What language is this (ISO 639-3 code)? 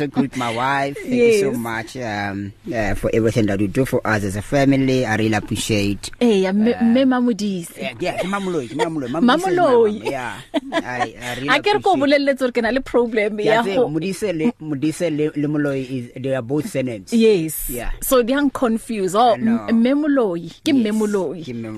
eng